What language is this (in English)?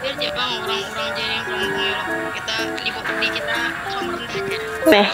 Banjar